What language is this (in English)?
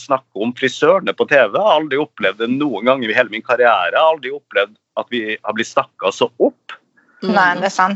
Norwegian